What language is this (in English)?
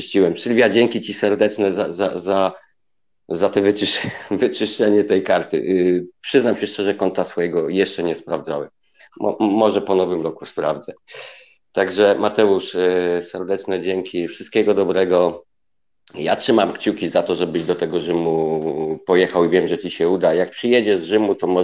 Polish